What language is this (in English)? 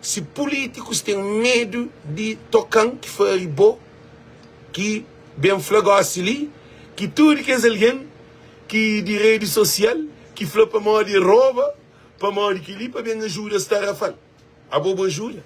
Kabuverdianu